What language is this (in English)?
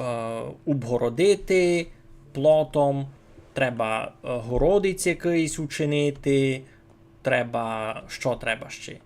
Rusyn